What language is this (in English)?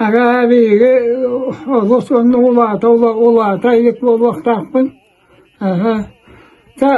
Yakut